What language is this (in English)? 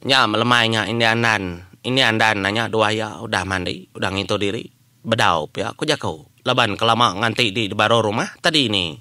Iban